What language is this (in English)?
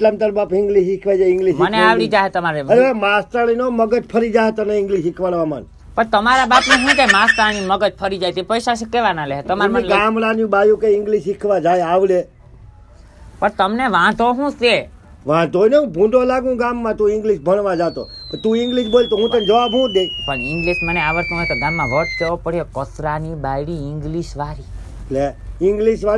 Gujarati